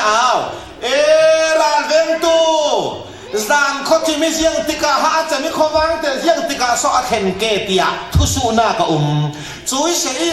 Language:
Falam Chin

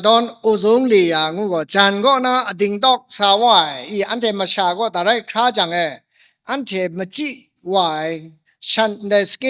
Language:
Kachin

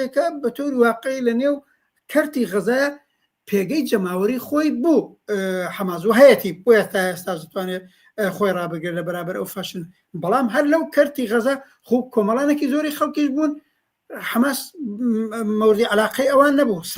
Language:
Central Kurdish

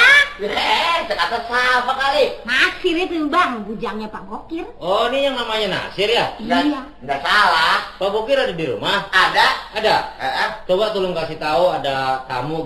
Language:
Betawi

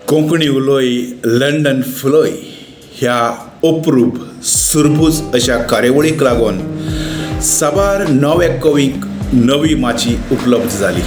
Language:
Konkani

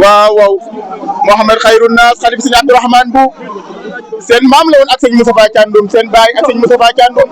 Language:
Wolof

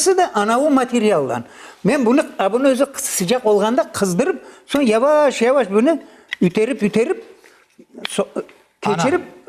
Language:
Crimean Tatar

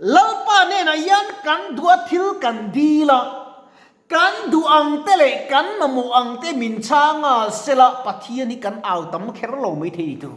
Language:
Mizo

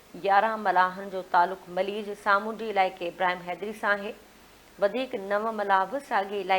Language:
Sindhi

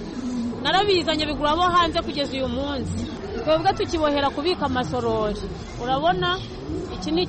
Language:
Kinyarwanda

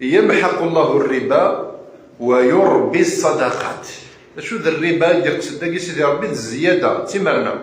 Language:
Kabyle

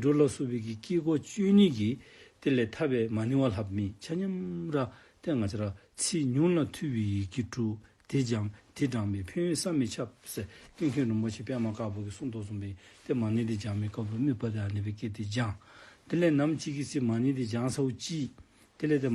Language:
Dzongkha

